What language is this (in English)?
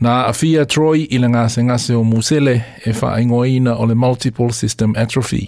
Samoan